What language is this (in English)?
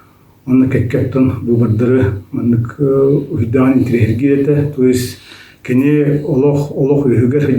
Yakut